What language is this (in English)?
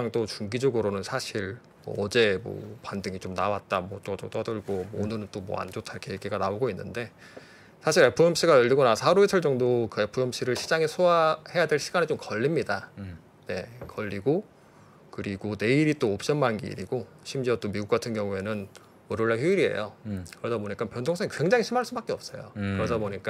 Korean